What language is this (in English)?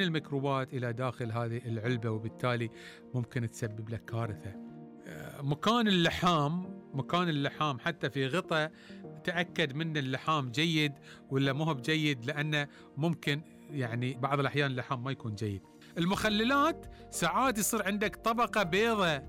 Gulf Arabic